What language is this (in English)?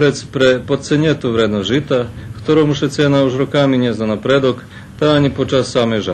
Rusyn